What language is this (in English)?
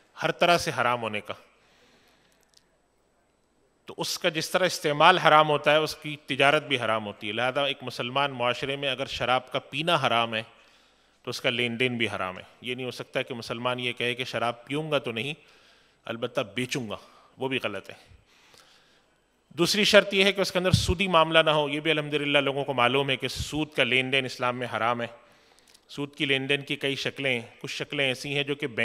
Urdu